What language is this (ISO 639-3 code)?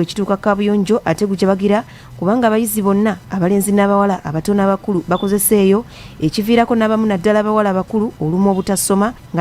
lug